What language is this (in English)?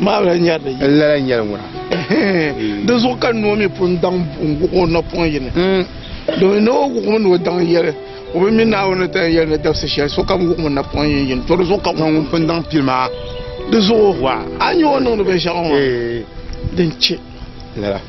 Dagbani